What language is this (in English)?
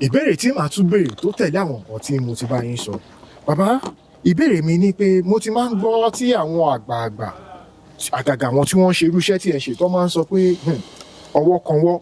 Yoruba